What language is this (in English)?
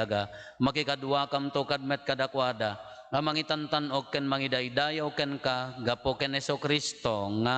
Iloko